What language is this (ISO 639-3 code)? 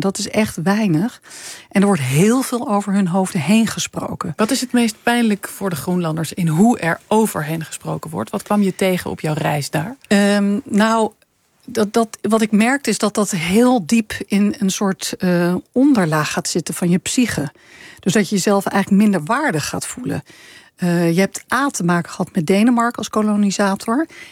nld